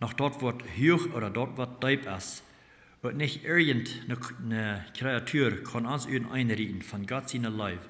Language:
Plautdietsch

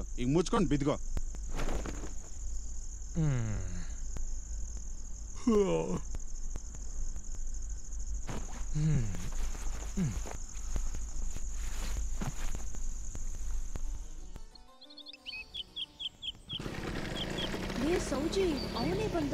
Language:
Kannada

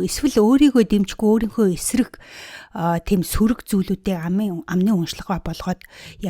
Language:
Mongolian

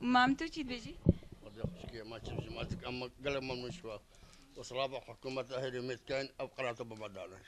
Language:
Kurdish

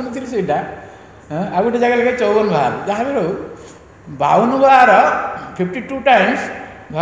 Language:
Odia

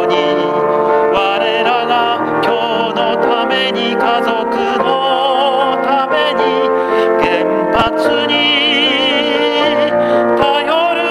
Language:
Japanese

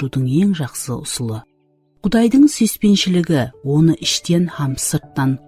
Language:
Kara-Kalpak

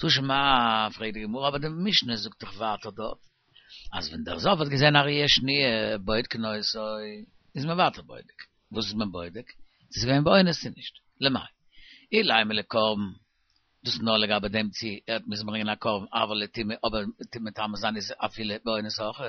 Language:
Yiddish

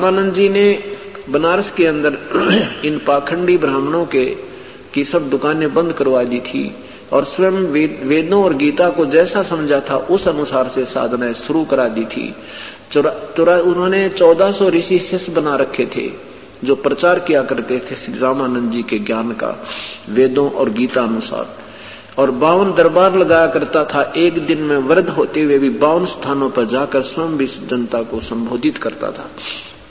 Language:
Hindi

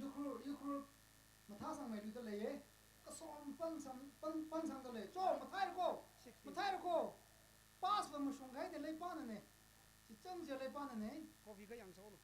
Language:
Tangkhul Naga (India)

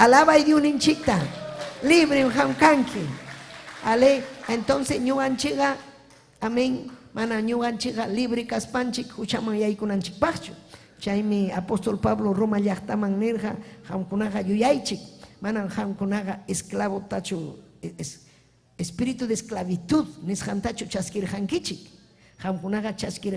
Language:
Ayacucho Quechua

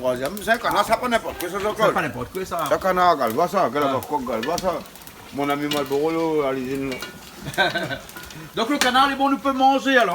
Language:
Réunion Creole French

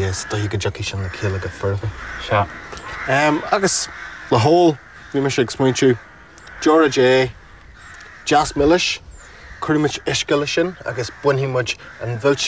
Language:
Irish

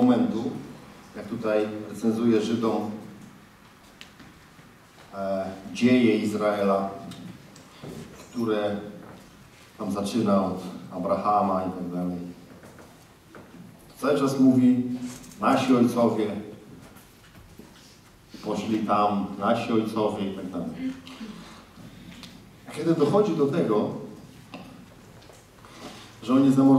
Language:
Polish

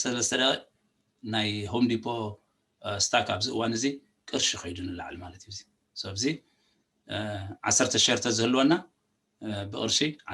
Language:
Tigrinya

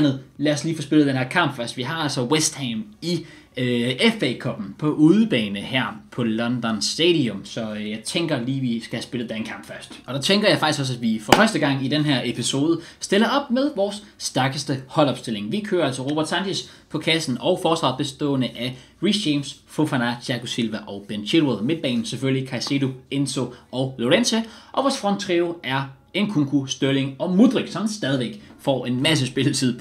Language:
Danish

